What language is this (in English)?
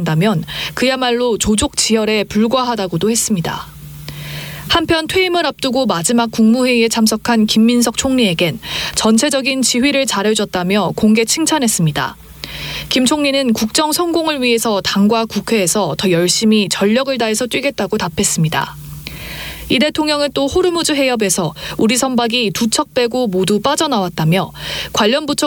Korean